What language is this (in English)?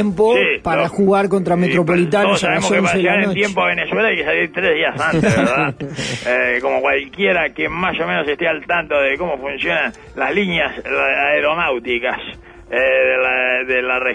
Spanish